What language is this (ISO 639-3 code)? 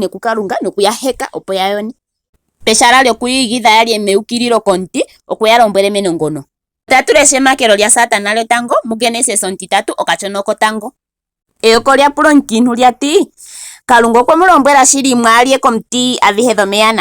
ndo